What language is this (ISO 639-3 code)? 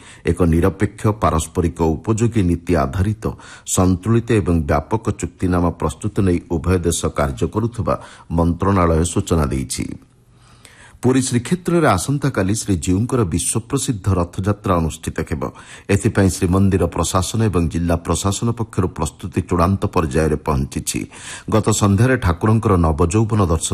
ori